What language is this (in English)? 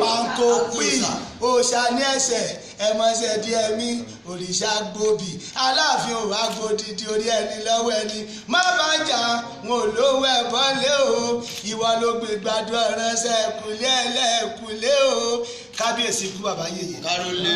Yoruba